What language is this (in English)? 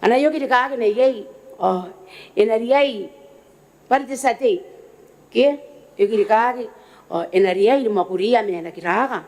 Gilbertese